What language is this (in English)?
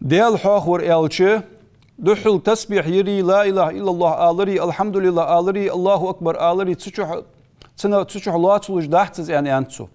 Ingush